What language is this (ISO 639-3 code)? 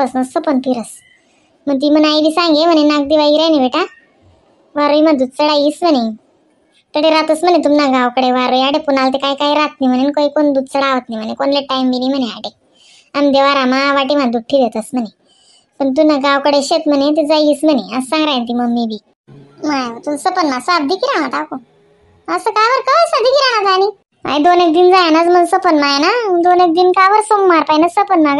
khn